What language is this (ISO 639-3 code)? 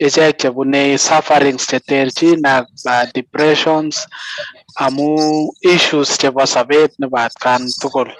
kln